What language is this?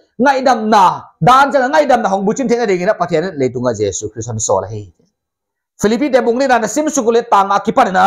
Paite Chin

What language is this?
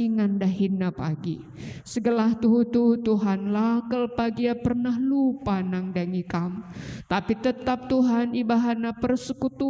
Batak Karo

